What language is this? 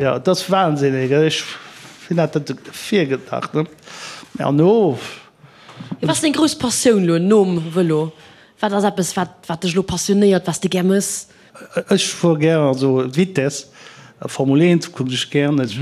Luxembourgish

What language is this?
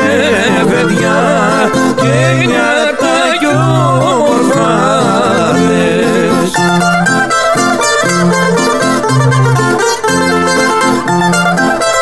Greek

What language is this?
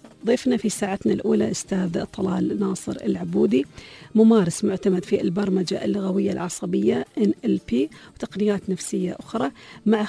Gulf Arabic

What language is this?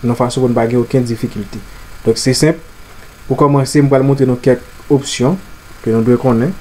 Haitian Creole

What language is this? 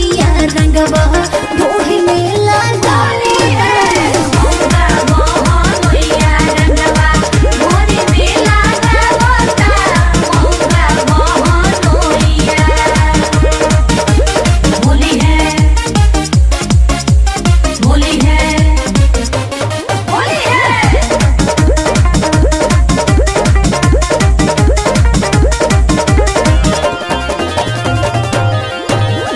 Bhojpuri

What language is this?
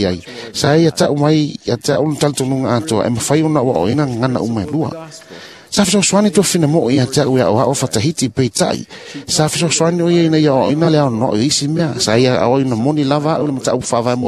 Samoan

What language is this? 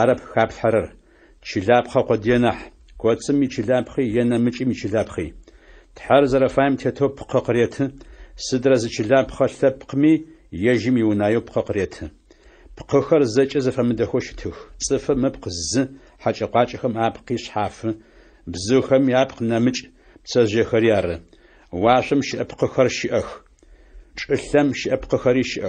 Adyghe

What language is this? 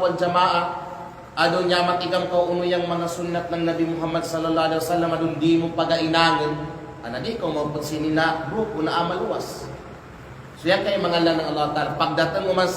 Kalagan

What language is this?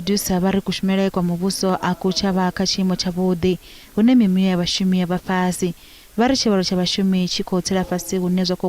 Venda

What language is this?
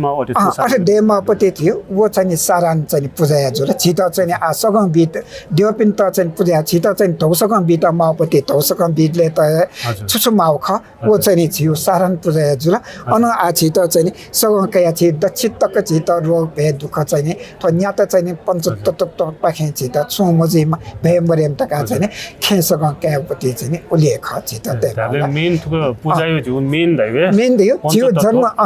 Newari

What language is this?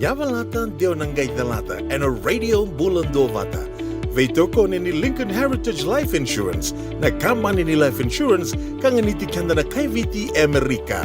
Fijian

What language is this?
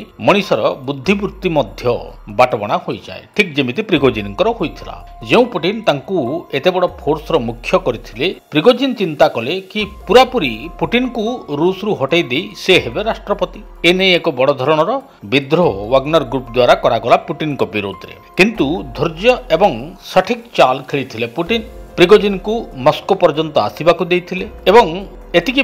Odia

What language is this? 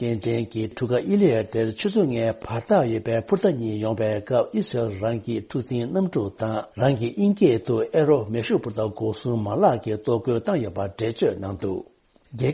Tibetan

